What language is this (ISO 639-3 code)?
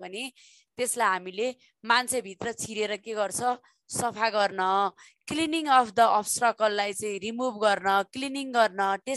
nep